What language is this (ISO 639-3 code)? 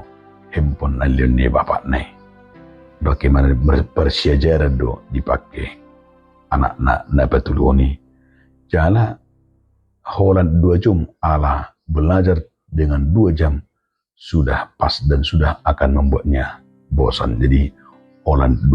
bbc